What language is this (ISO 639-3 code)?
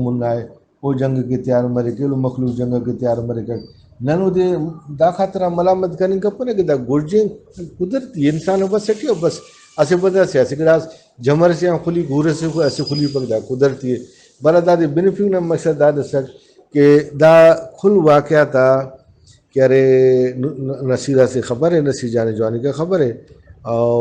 brh